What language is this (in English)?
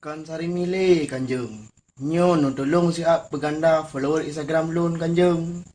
Achinese